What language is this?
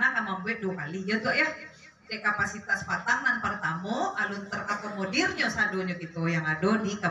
Minangkabau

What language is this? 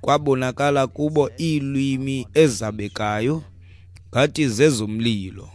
Xhosa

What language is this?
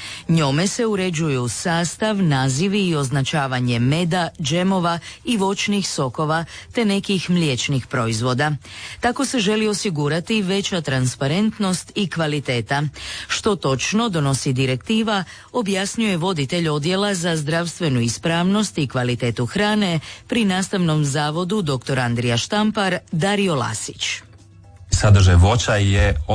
Croatian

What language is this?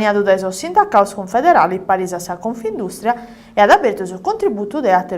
Sardinian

